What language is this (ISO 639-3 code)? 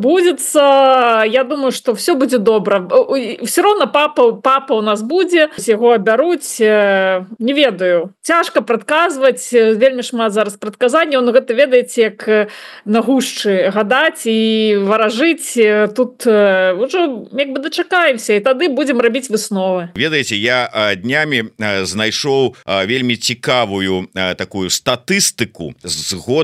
bel